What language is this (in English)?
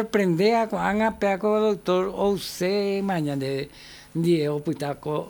Guarani